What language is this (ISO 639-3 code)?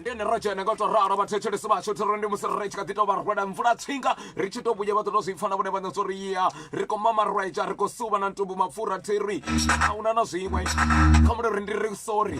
ven